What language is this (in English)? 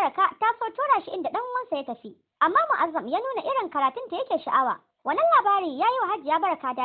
Hausa